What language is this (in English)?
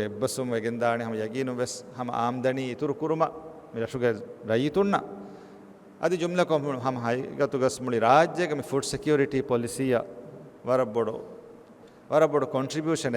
Divehi